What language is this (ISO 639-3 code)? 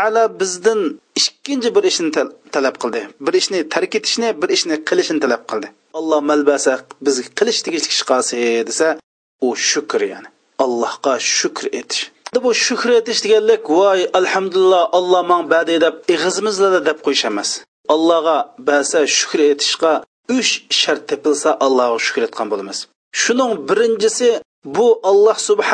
uig